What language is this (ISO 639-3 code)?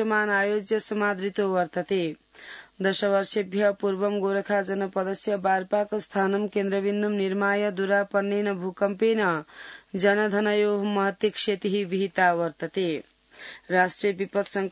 san